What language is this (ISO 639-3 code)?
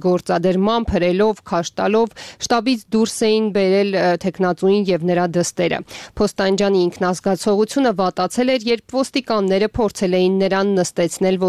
hye